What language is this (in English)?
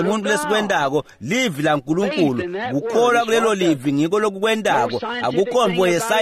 Swati